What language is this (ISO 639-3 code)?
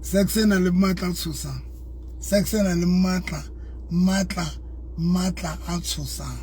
sot